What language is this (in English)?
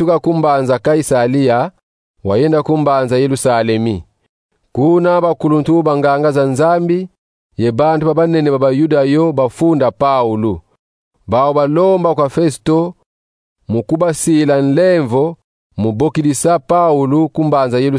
Kongo